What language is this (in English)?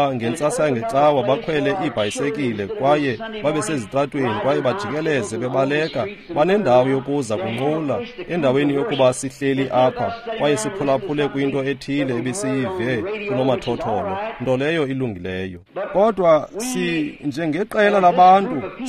Xhosa